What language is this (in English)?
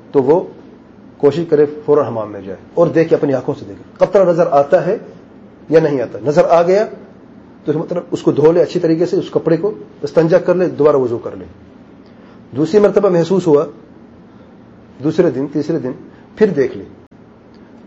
Urdu